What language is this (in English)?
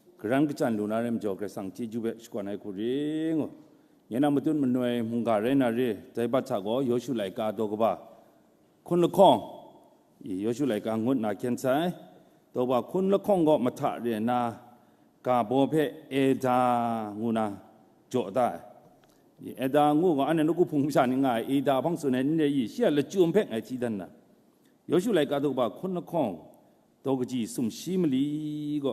Kachin